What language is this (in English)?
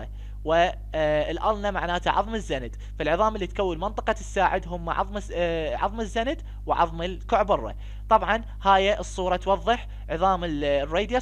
Mesopotamian Arabic